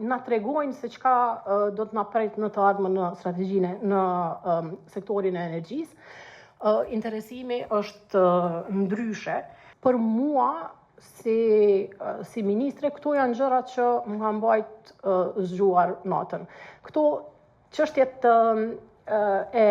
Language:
Albanian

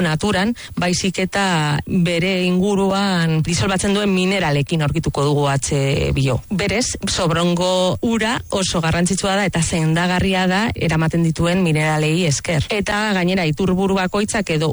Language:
Basque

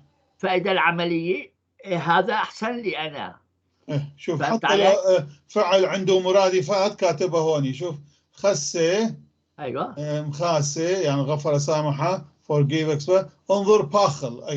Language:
North Levantine Arabic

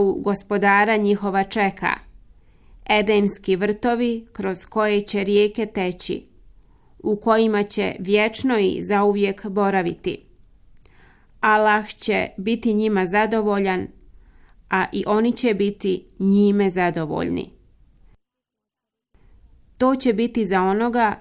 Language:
Bosnian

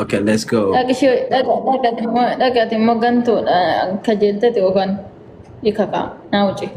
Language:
Oromo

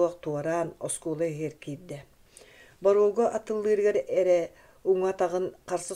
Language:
Yakut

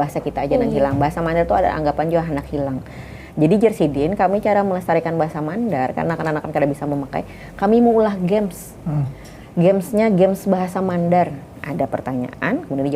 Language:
Banjar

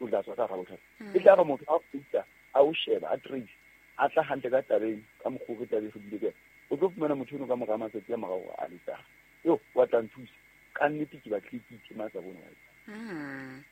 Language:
Southern Sotho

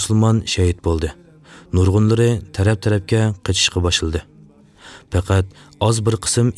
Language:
Uyghur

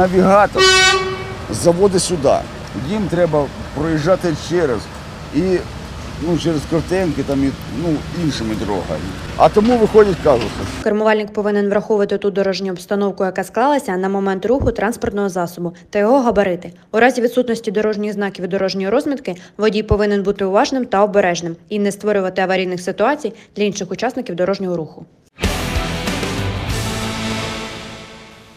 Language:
Ukrainian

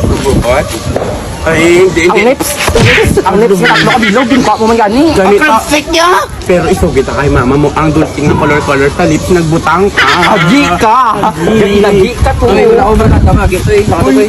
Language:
Hiligaynon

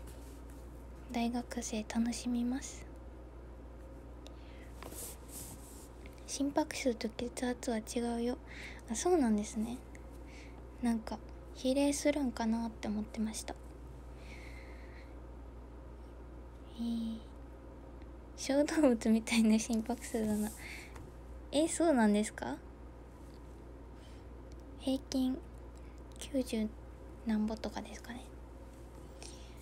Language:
Japanese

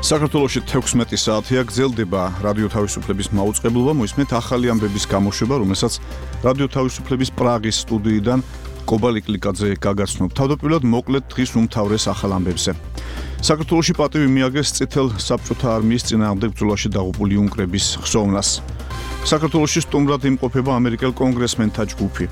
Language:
Georgian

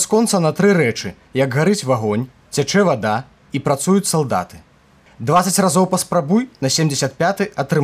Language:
Belarusian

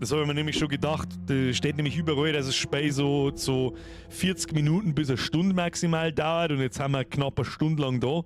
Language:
Bavarian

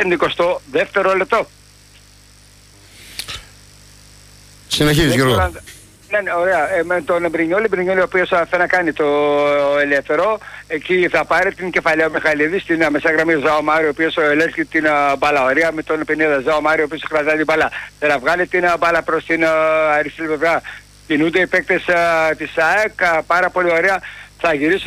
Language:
Greek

